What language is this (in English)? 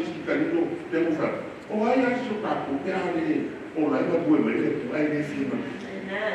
Samoan